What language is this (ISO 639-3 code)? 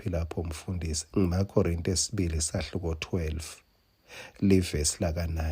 ssw